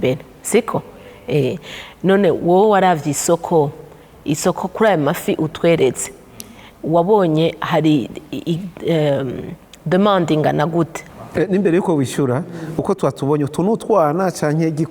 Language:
Rundi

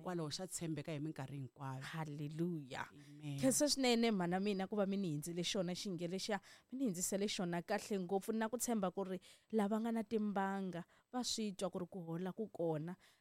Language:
Tsonga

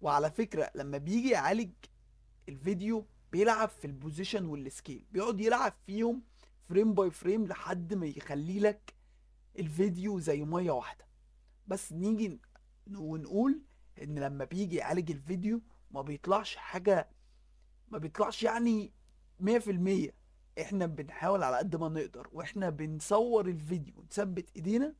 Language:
Egyptian Arabic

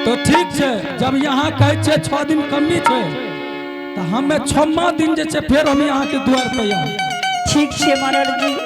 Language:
Angika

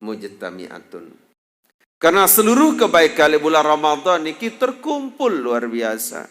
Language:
Sasak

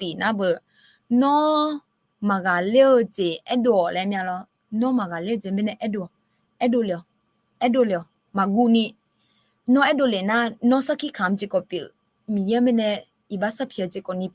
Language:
Akha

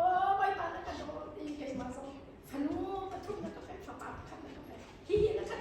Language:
Hakha Chin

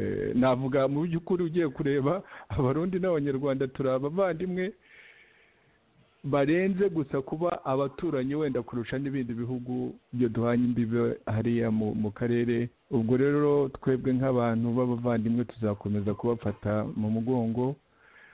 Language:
Kinyarwanda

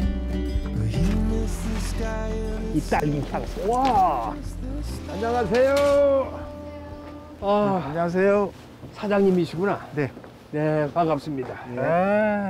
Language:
Korean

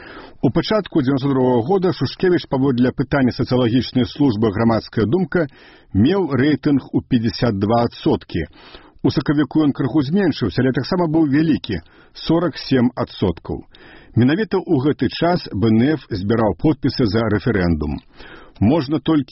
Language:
Belarusian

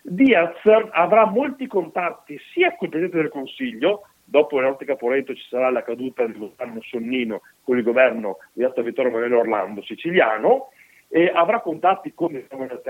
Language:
Italian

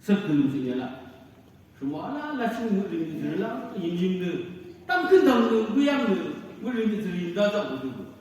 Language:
Naga Pidgin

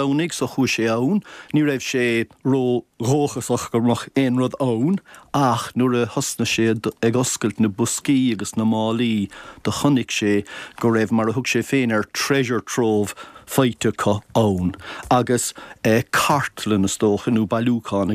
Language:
Irish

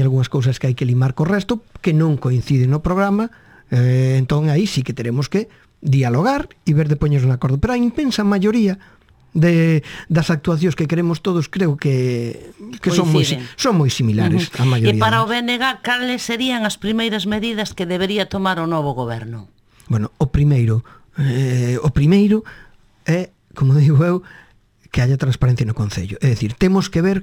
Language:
Galician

